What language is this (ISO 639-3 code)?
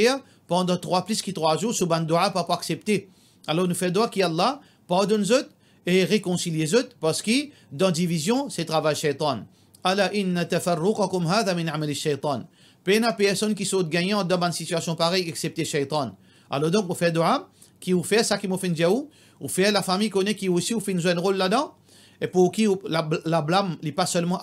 mfe